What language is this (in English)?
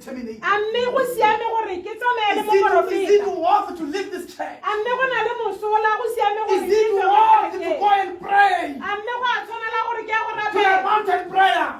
Tswana